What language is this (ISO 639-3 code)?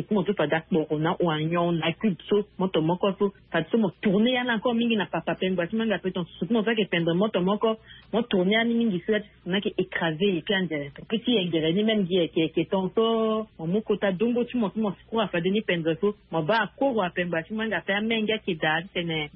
sag